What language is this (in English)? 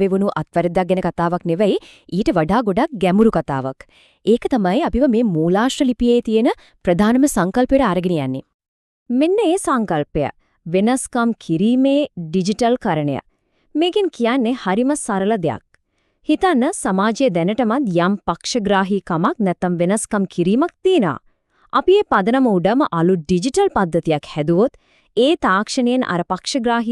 Sinhala